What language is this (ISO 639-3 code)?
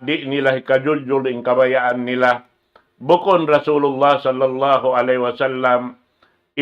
tsg